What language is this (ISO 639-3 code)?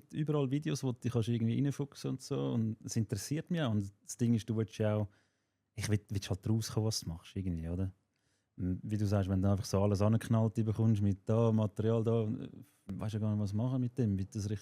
gsw